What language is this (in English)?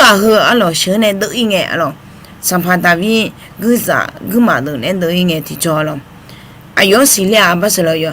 Akha